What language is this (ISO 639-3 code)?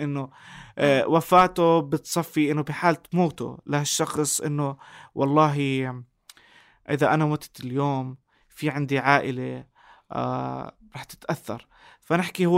apc